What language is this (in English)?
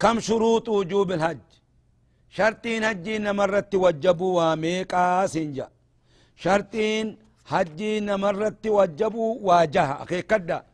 Oromo